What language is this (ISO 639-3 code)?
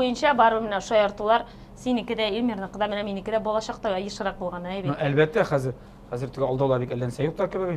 tat